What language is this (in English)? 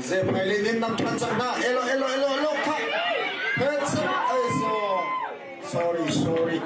Hakha Chin